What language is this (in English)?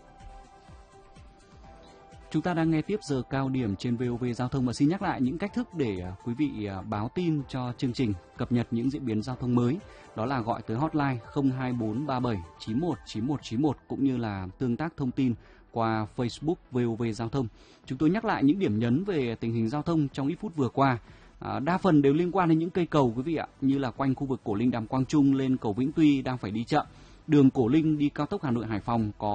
Vietnamese